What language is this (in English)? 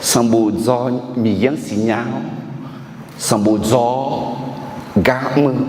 Akha